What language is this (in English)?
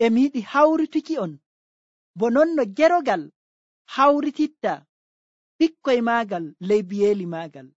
Nigerian Fulfulde